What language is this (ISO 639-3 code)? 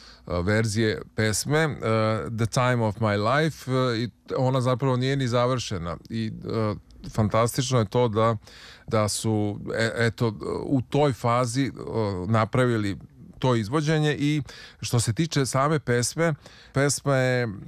srp